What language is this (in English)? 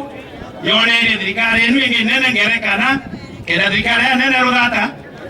Meru